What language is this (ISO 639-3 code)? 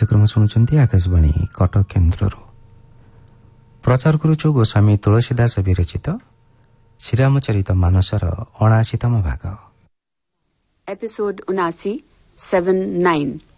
ori